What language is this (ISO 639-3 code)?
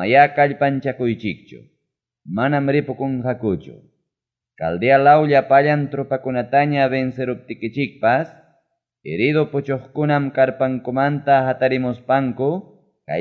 quy